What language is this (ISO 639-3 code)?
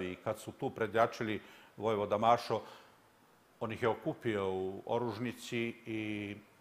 srp